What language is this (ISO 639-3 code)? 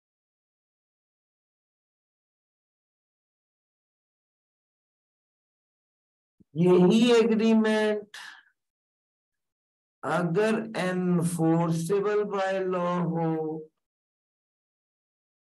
hin